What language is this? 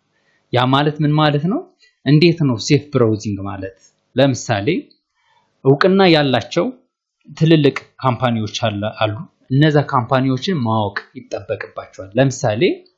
Amharic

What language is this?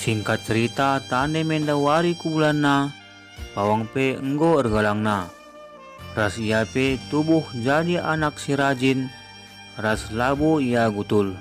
Batak Karo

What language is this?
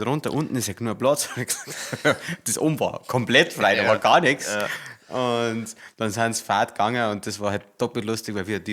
Bavarian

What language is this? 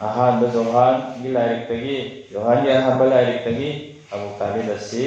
Manipuri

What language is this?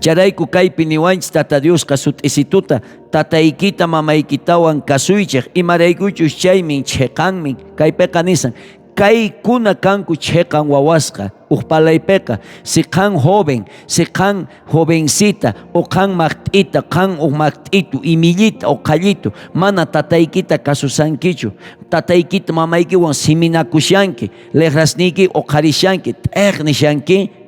South Bolivian Quechua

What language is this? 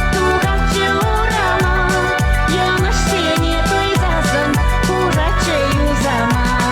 Chuvash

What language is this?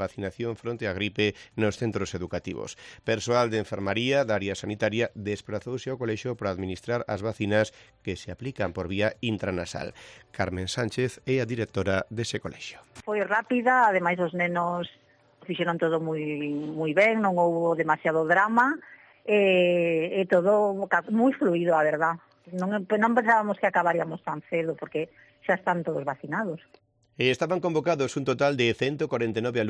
Galician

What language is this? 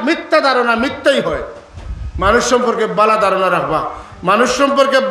Sylheti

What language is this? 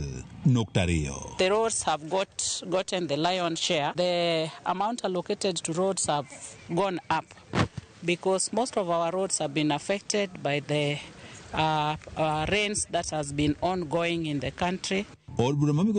Luo (Kenya and Tanzania)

